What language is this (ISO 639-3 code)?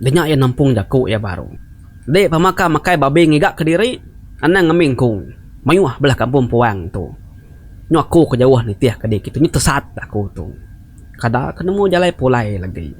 iba